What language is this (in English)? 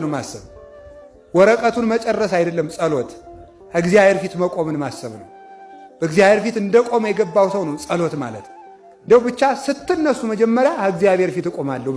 Amharic